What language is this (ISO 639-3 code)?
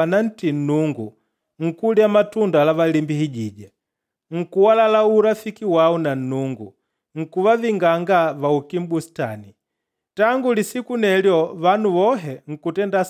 kde